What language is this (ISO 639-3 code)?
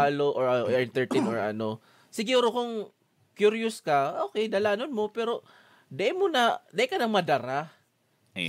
bik